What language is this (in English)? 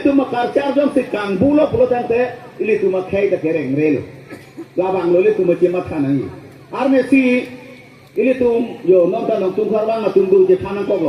Karbi